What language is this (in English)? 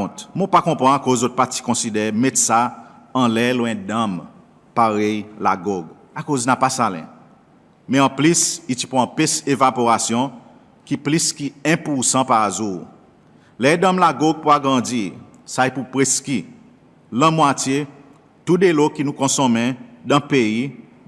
Seselwa Creole French